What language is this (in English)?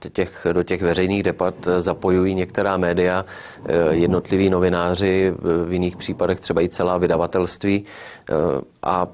Czech